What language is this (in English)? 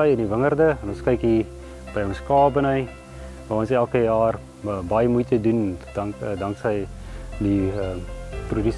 Afrikaans